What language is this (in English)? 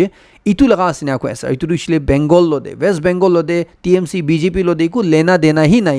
Naga Pidgin